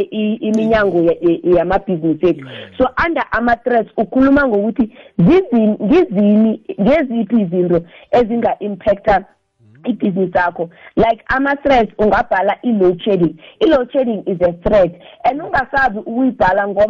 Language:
South Ndebele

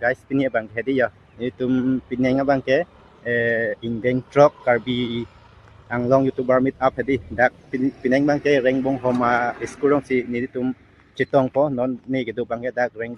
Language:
Karbi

